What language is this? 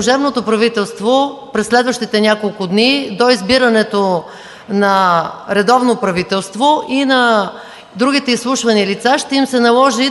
Bulgarian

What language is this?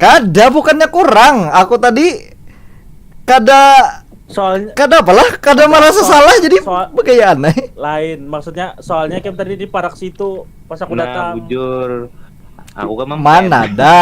Banjar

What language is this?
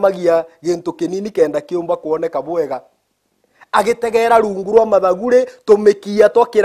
Meru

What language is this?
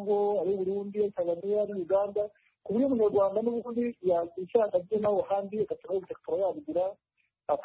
Kinyarwanda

